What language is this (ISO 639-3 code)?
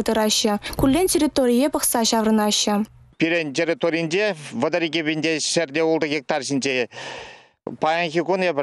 chv